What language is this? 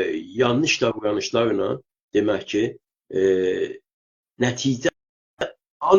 South Azerbaijani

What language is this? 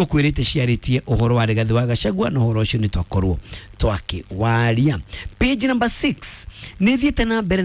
Kikuyu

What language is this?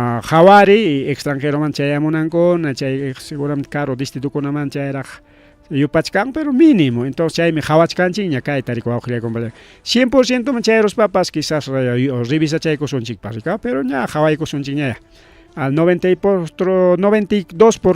Ayacucho Quechua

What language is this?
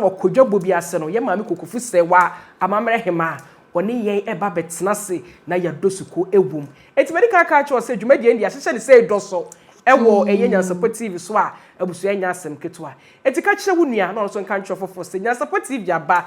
Akan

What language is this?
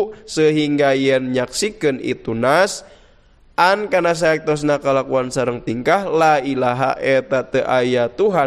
Sundanese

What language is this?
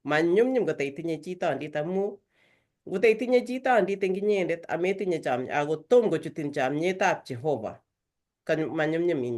Kalenjin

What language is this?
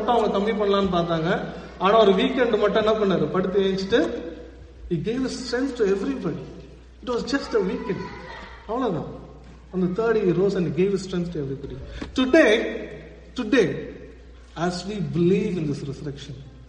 Tamil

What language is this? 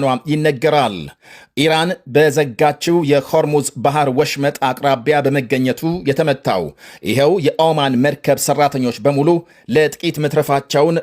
Amharic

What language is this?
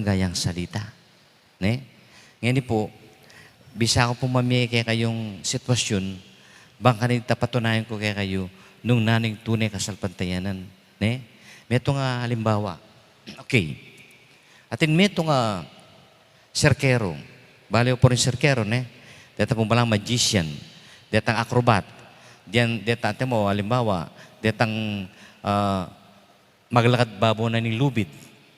Pampanga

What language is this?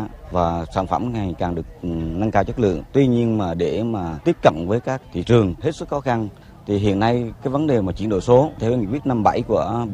Vietnamese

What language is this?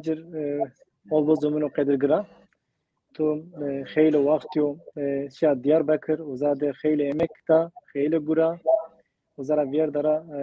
Zaza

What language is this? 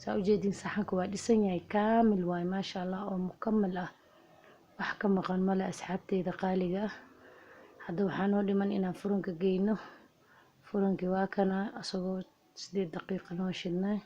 Somali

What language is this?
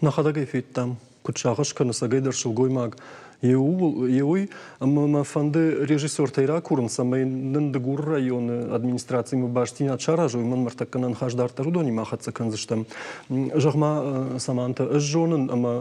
Ossetic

